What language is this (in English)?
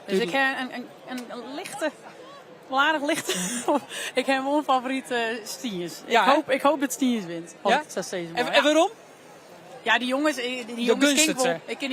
Western Frisian